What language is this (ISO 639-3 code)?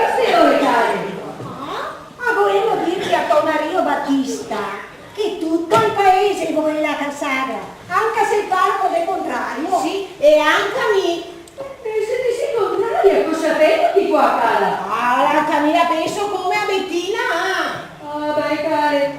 vec